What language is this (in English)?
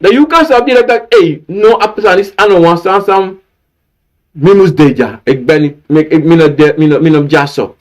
Sranan Tongo